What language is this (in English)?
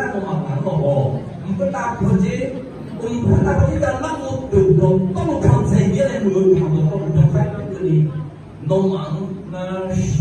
Akha